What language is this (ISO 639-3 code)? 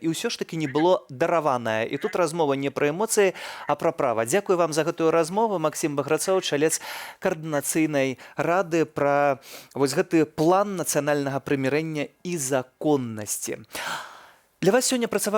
bel